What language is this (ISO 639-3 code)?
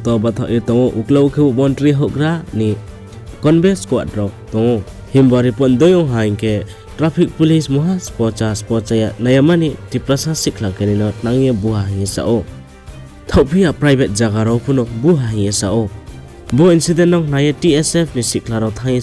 ria